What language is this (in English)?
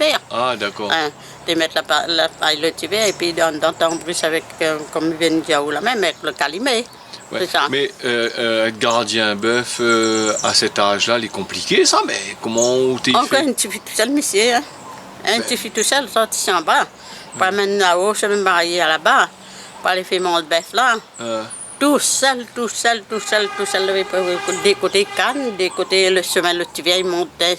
Réunion Creole French